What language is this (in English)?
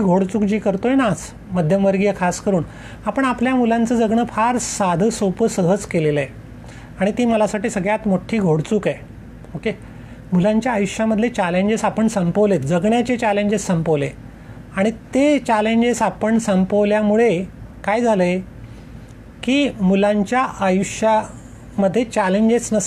Marathi